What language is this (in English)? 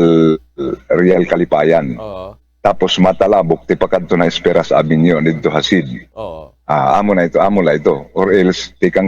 Waray